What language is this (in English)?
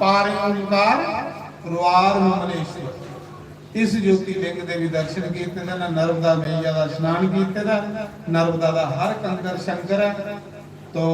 Dogri